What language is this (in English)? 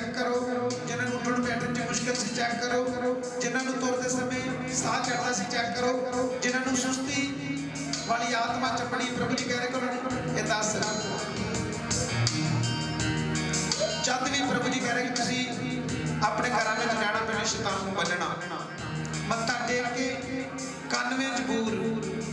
Punjabi